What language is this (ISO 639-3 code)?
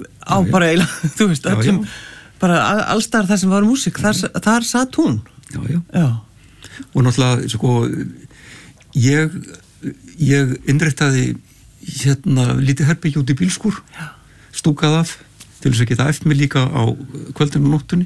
isl